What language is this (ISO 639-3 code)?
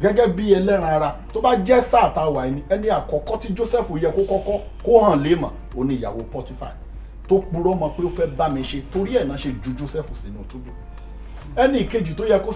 yor